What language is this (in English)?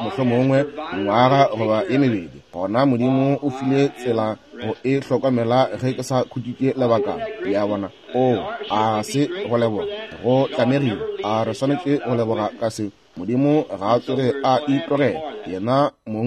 Northern Sotho